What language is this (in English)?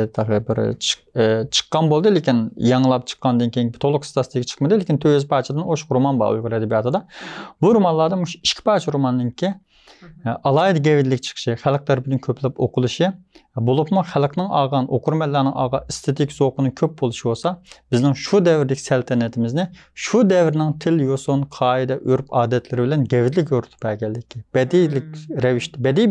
Uyghur